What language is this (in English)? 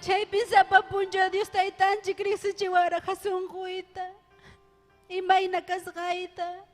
Ayacucho Quechua